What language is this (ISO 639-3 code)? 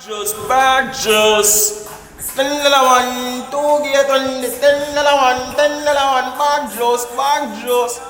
jam